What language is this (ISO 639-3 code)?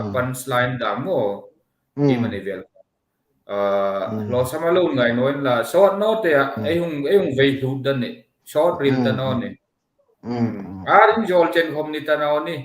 hmr